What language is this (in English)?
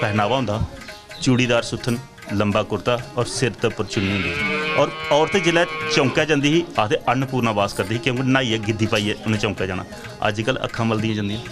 Dogri